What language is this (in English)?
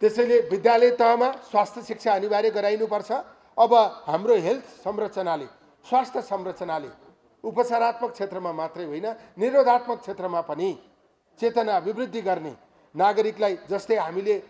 Nepali